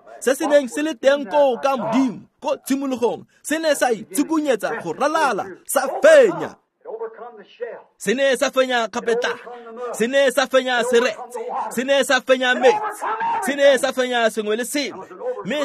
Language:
Tswana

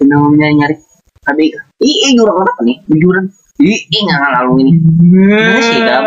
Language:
Banjar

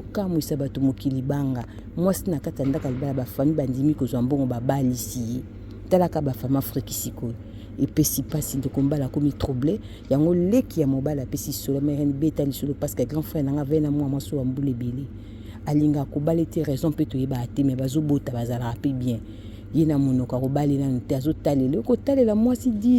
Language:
Lingala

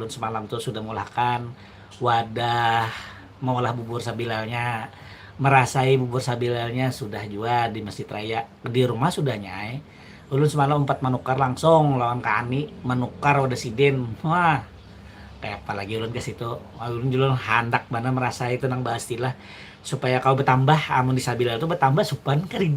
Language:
Banjar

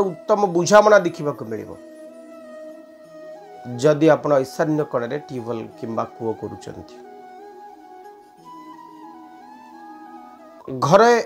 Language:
Odia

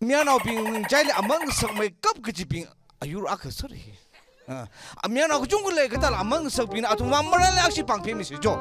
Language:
Tangkhul Naga (India)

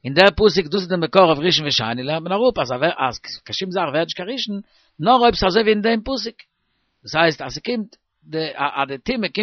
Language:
Yiddish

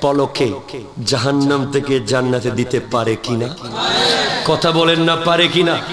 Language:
Bangla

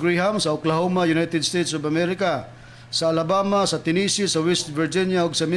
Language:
Cebuano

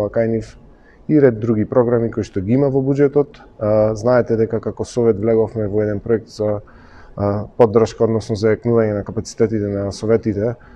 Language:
Macedonian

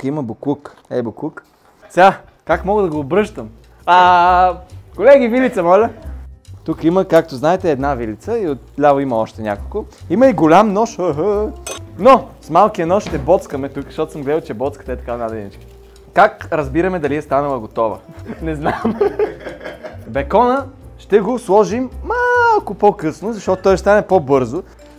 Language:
Bulgarian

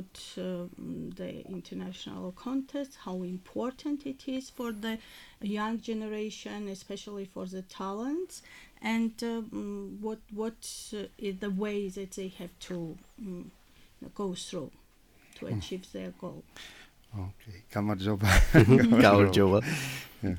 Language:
Georgian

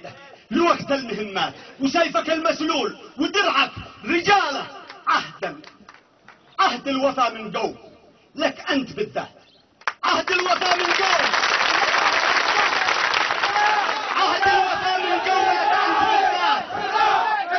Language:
Arabic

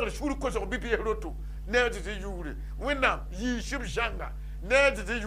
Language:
Mossi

